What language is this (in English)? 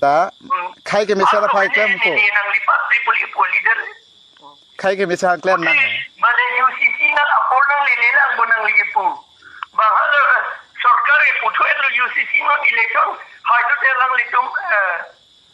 Karbi